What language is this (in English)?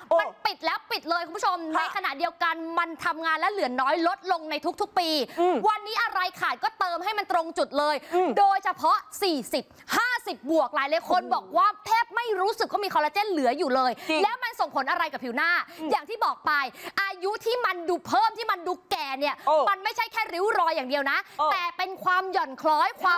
Thai